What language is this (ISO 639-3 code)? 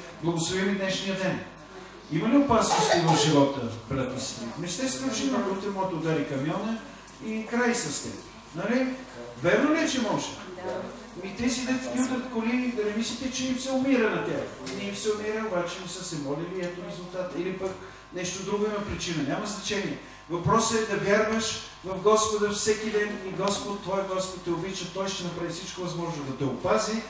bul